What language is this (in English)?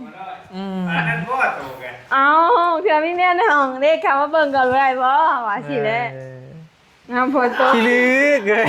Northeastern Thai